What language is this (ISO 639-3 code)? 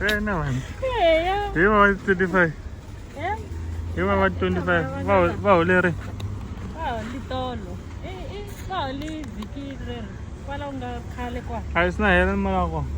tso